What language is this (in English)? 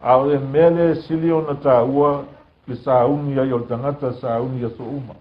Samoan